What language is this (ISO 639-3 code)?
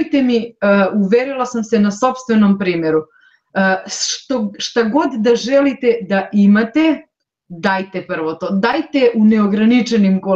srp